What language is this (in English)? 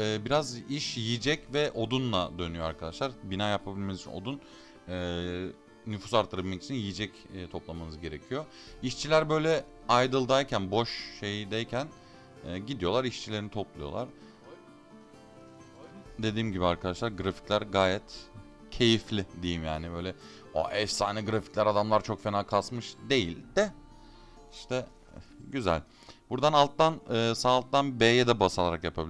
Turkish